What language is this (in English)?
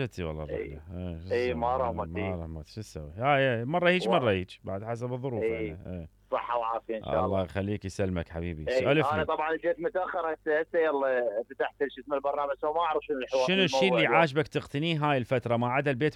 Mesopotamian Arabic